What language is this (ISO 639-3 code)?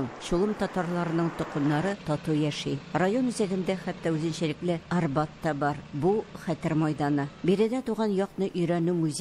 tat